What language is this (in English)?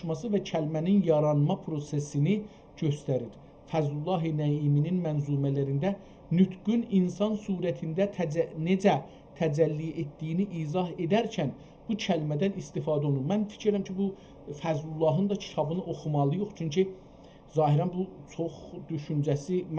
South Azerbaijani